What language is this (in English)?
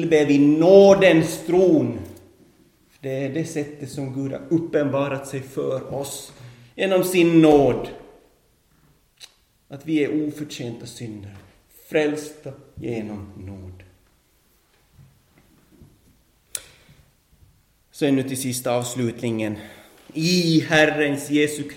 Swedish